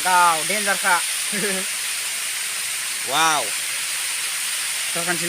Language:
Bodo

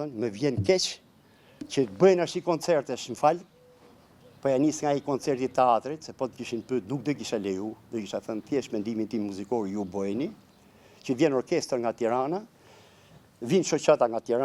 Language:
Albanian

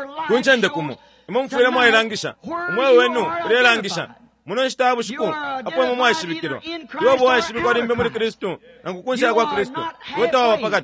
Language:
Bemba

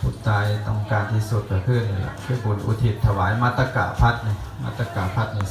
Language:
Lao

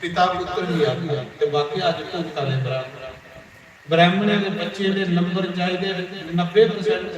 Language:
Dogri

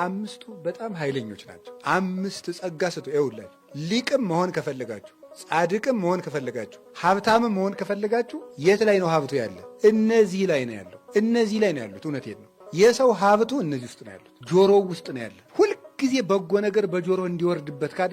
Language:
Amharic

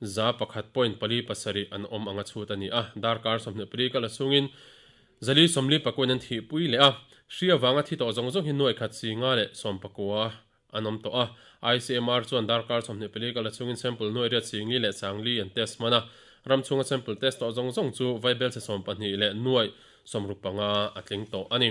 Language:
Mizo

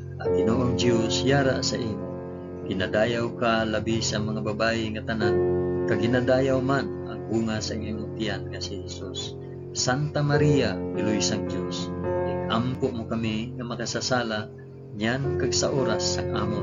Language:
Hiligaynon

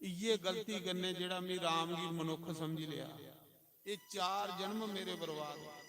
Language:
Dogri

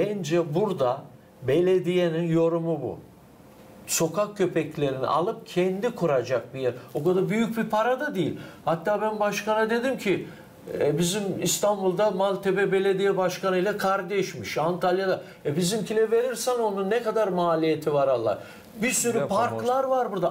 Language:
Gagauz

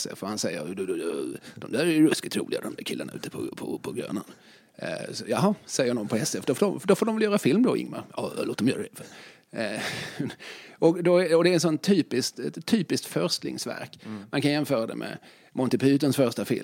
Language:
Swedish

